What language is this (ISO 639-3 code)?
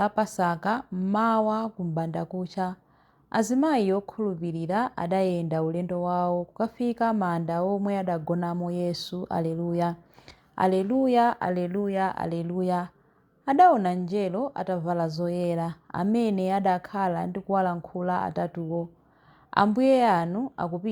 nya